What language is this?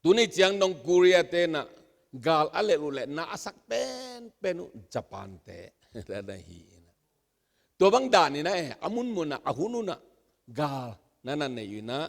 Tedim Chin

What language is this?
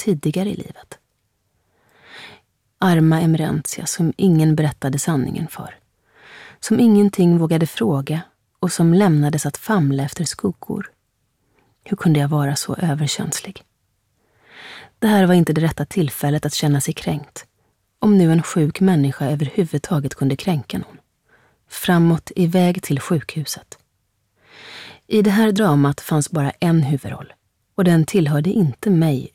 Swedish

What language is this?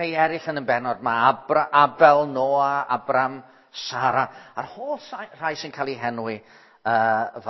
Welsh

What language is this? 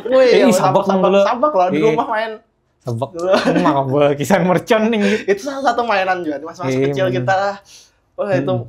Banjar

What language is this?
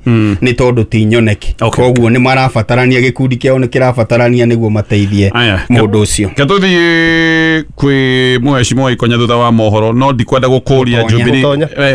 Kikuyu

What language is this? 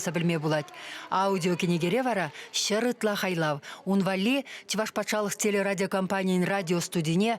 Chuvash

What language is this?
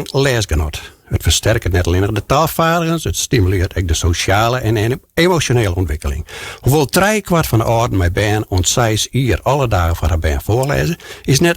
Western Frisian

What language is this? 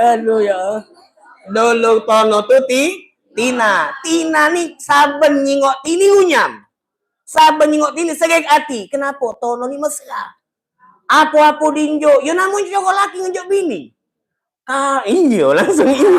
Musi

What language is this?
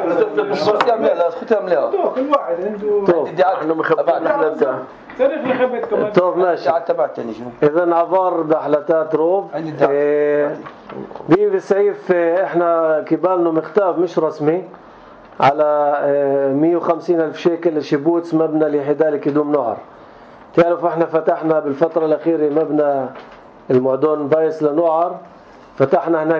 North Levantine Arabic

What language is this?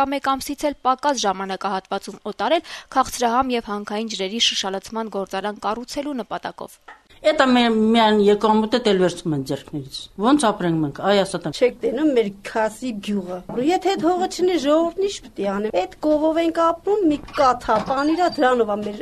Armenian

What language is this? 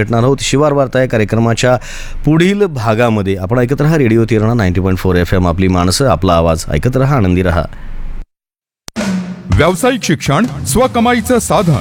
Marathi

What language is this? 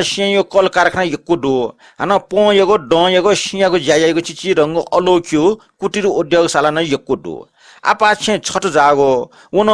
Newari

